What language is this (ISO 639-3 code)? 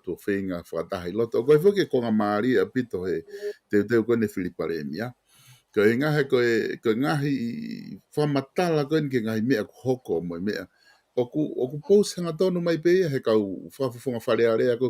ton